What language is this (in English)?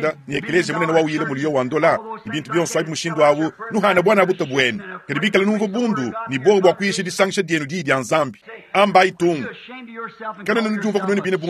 Luba-Lulua